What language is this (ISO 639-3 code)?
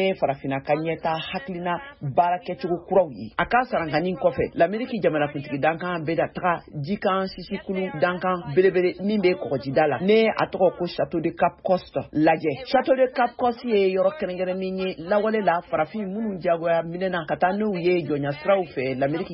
bam